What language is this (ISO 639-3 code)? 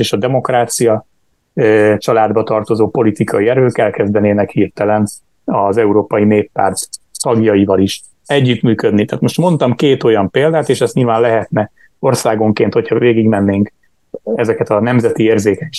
hun